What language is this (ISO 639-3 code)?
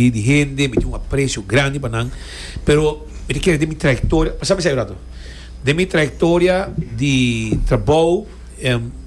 pap